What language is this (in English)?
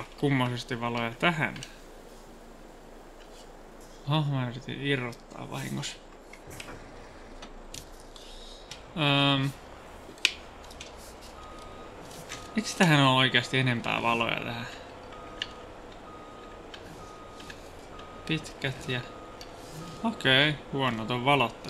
Finnish